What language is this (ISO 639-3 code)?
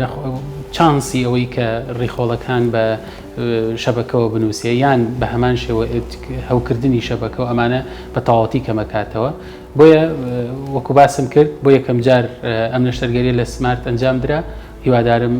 ckb